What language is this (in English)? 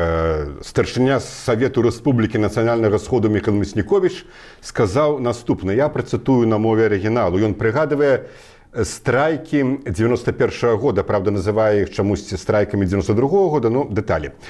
Belarusian